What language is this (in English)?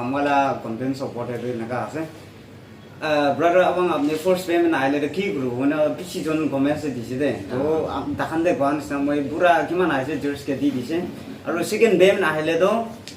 Naga Pidgin